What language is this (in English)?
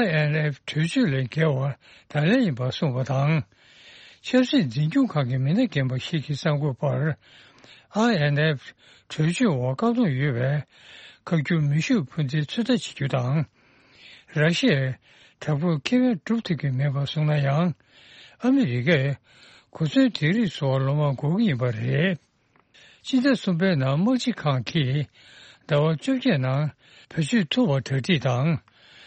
Tibetan